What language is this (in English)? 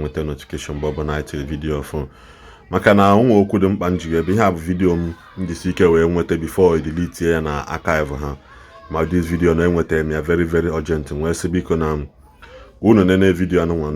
Igbo